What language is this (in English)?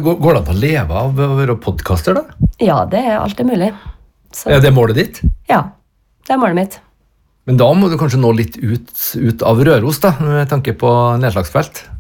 Norwegian